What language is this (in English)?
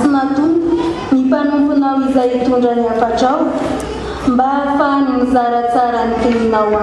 Malagasy